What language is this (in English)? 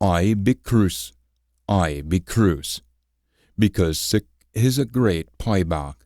Scots